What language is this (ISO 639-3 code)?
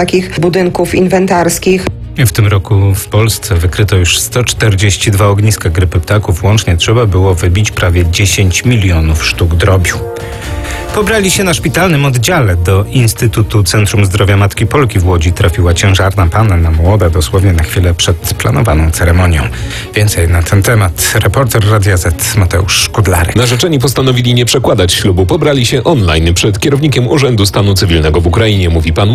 pol